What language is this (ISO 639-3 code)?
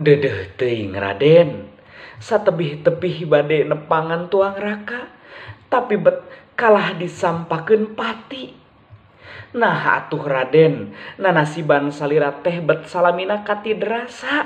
sun